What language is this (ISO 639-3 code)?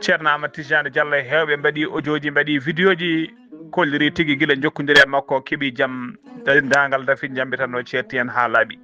ful